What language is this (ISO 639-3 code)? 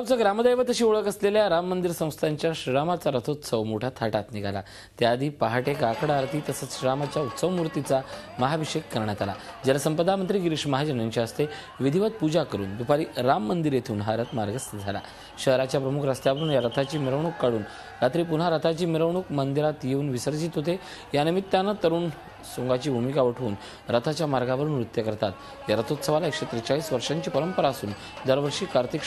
mar